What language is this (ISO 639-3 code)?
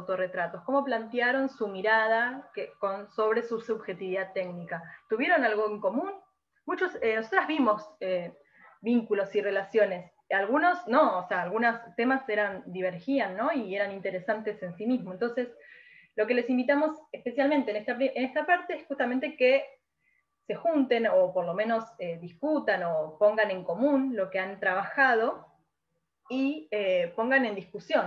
spa